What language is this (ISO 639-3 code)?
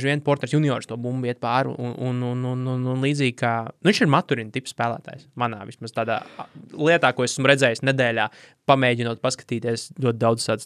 lav